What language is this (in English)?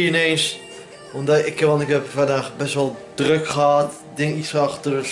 Dutch